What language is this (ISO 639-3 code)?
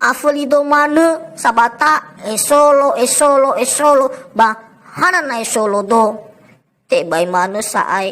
nia